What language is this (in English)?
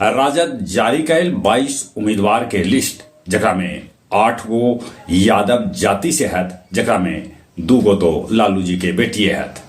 Magahi